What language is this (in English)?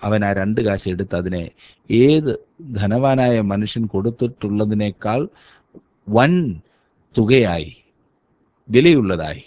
Malayalam